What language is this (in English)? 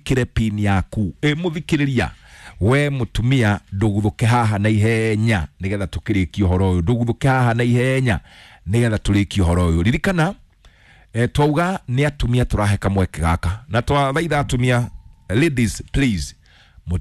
Kikuyu